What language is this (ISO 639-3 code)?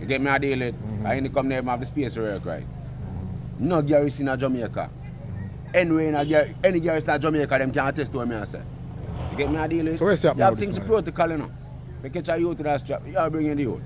jam